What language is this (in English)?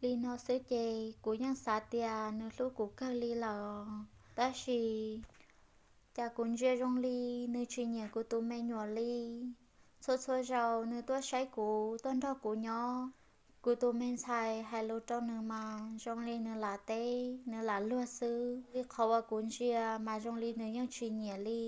Hmong